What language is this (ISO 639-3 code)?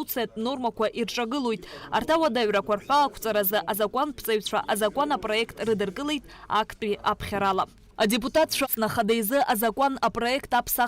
abk